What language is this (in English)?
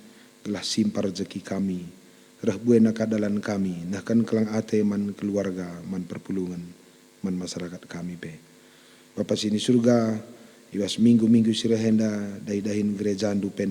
Batak Karo